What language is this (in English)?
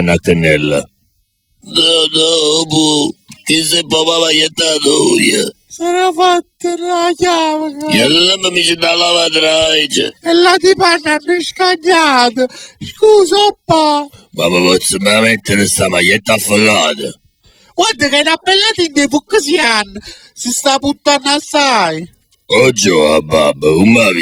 Neapolitan